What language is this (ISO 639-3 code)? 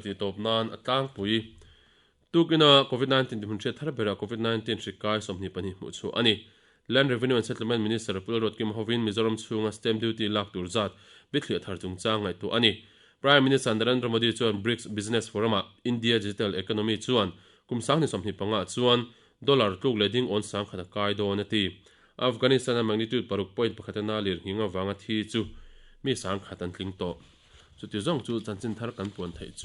lus